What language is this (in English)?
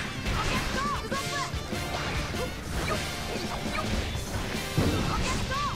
Japanese